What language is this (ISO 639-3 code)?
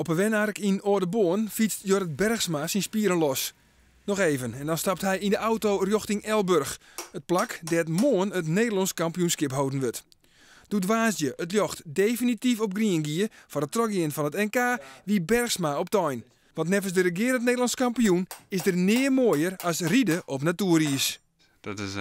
fry